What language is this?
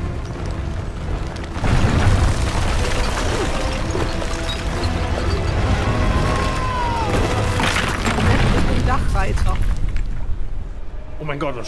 German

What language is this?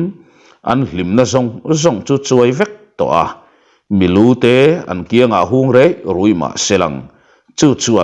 Mizo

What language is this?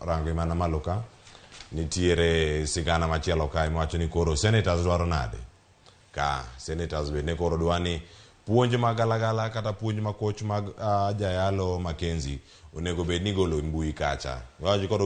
Luo (Kenya and Tanzania)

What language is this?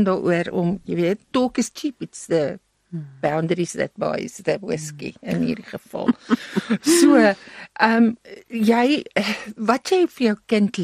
Afrikaans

